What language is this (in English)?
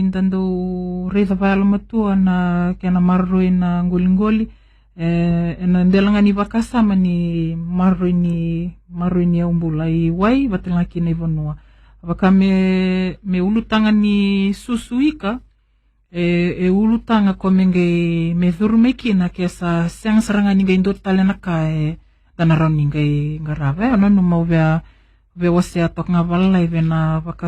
Fijian